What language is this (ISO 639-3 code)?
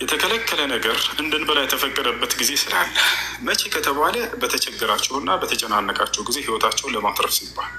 amh